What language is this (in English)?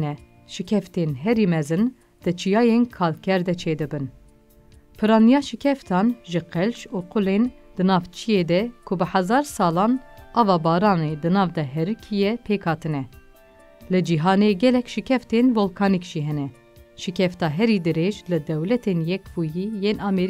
Kurdish